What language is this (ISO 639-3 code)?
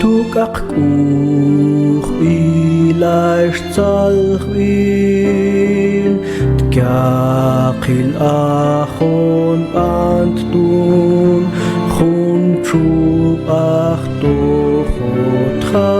mam